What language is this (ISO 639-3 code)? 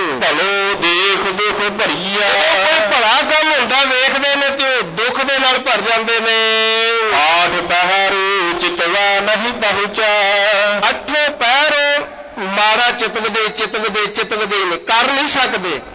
pan